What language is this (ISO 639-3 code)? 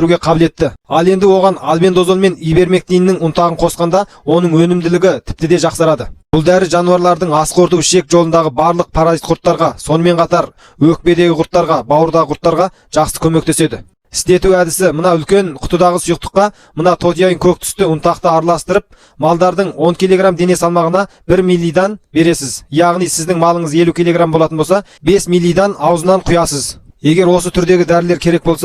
kaz